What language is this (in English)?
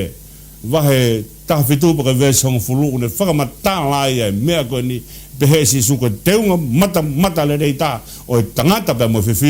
Tongan